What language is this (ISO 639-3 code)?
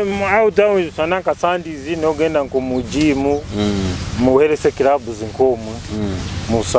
nyo